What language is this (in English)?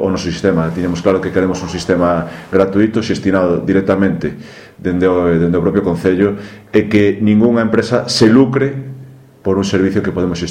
Galician